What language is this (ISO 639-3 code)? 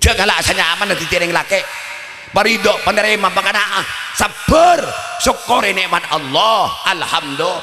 mad